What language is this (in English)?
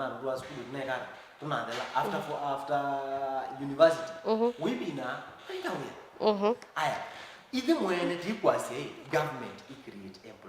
Kamba